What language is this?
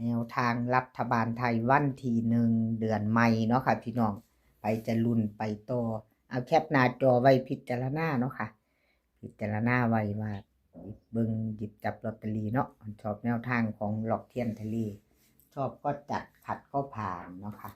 Northeastern Thai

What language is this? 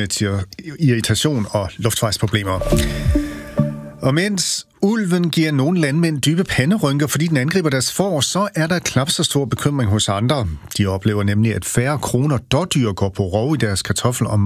Danish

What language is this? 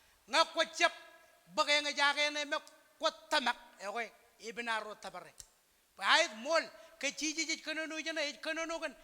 Marshallese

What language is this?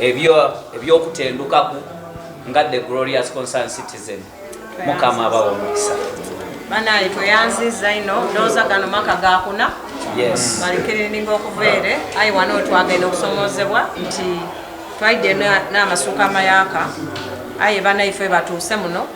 Soga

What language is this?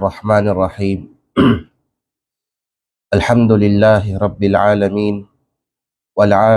Kalagan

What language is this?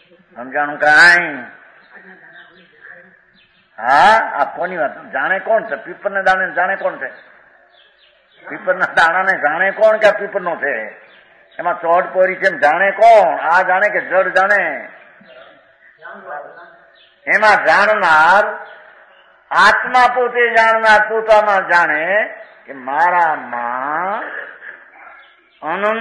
Gujarati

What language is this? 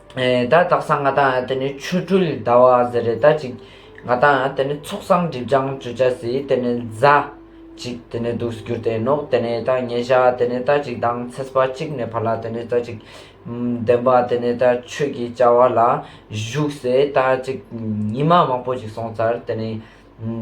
Ladakhi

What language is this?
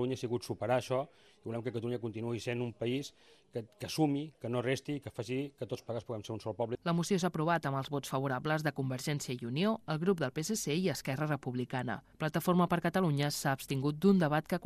Catalan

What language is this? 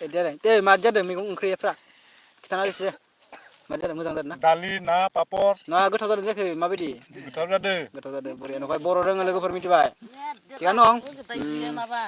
Bodo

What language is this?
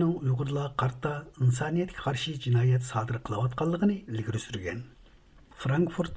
Uyghur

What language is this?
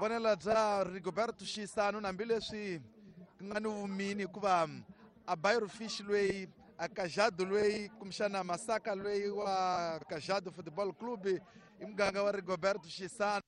Tsonga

